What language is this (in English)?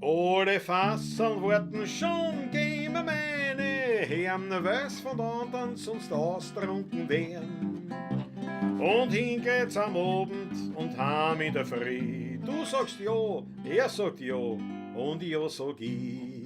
Bavarian